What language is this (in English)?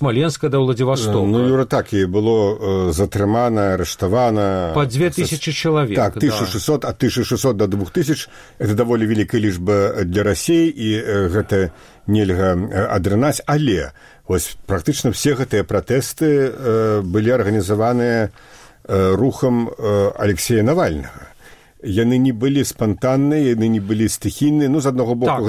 Belarusian